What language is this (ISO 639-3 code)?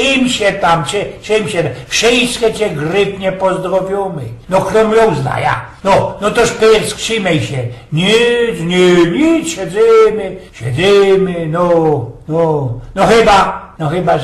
szl